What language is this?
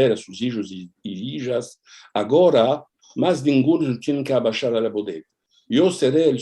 Ladino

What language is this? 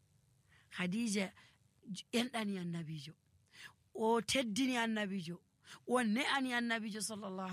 Nigerian Fulfulde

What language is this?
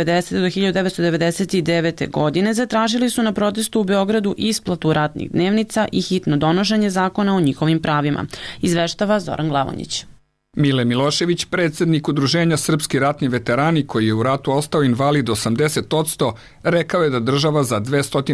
Serbian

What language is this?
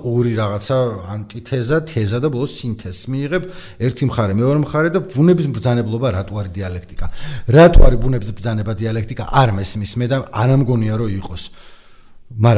Georgian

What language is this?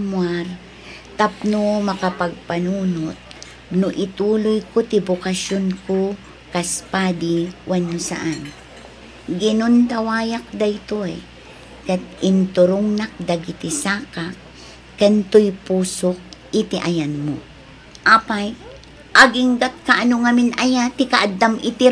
Iloko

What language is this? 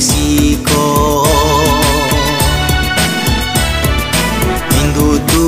Santali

